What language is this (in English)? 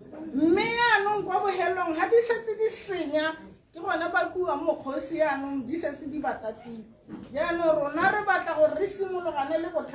Tswana